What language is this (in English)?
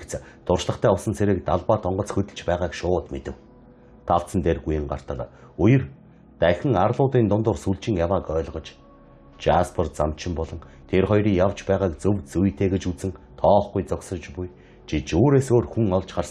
Mongolian